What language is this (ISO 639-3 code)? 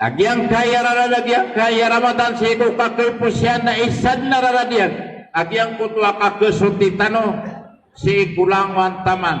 mrw